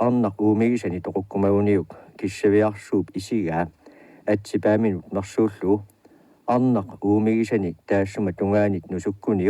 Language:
Kalaallisut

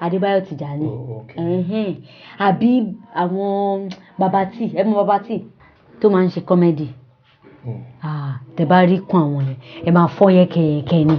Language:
Yoruba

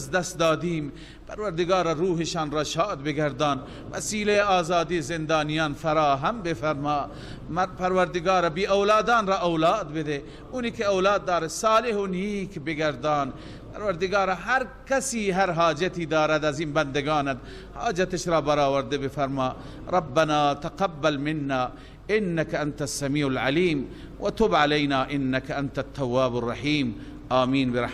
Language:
Persian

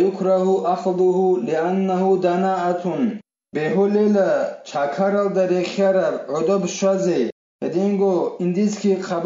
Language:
Avaric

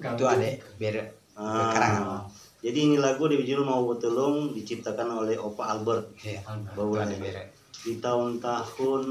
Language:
Manado Malay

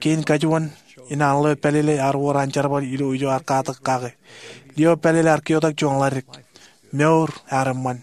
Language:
Marshallese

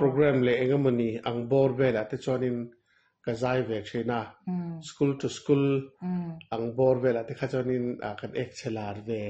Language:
Mizo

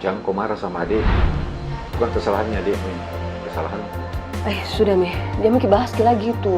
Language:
Makassar Malay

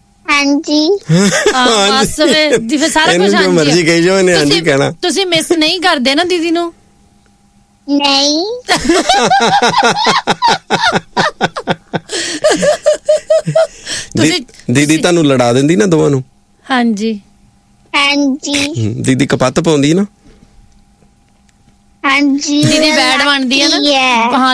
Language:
Punjabi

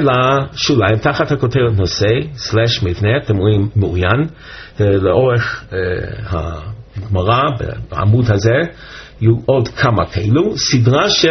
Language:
Hebrew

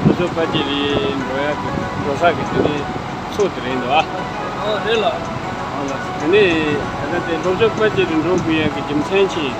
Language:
Tibetan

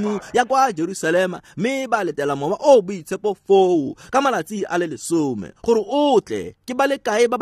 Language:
Tswana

